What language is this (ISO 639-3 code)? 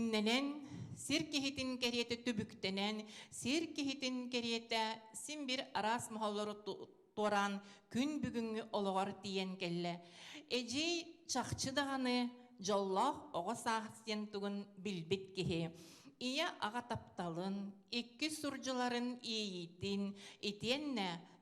sah